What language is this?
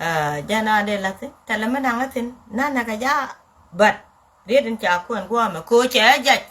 Nuer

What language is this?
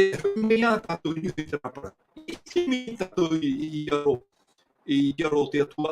Tahitian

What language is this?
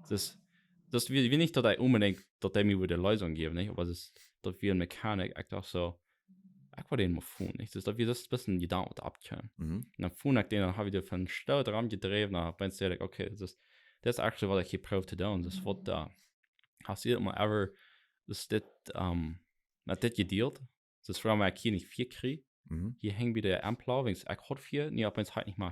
Plautdietsch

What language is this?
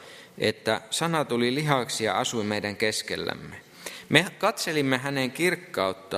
Finnish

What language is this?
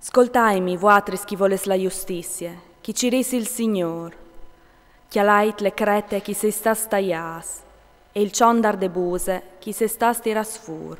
Friulian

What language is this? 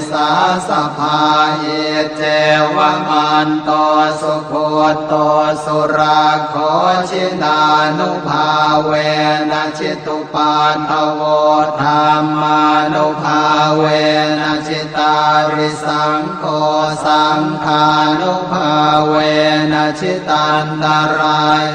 Pali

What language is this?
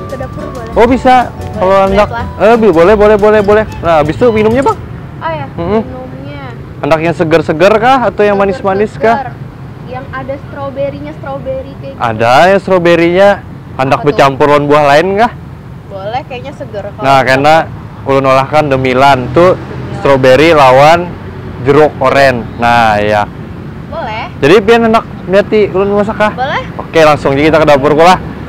Banjar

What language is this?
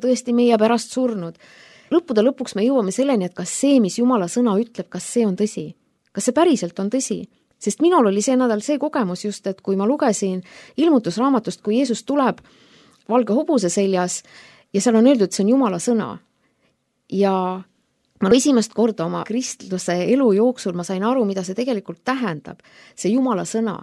Estonian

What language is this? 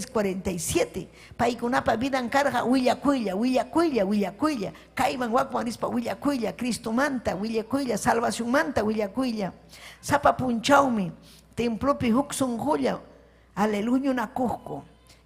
Ayacucho Quechua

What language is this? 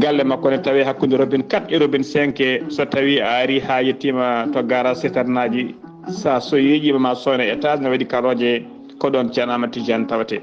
Fula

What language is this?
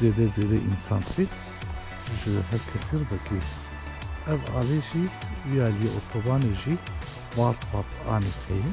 Kurdish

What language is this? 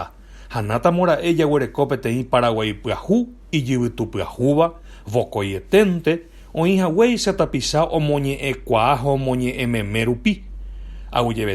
Guarani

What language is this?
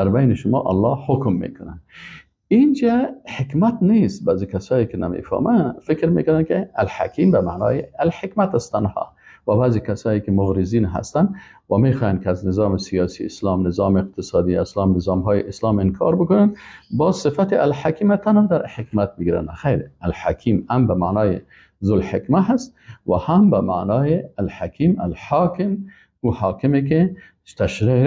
Persian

